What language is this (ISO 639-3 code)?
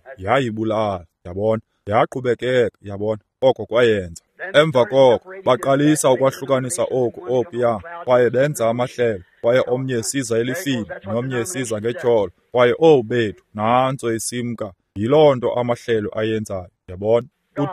xho